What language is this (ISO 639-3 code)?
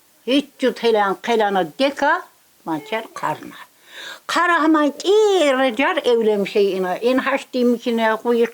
tkr